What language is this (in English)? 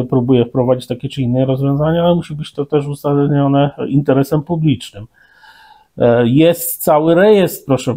Polish